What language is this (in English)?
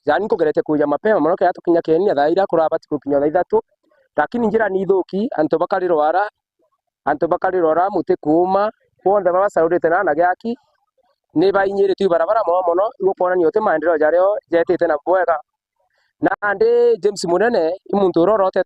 Meru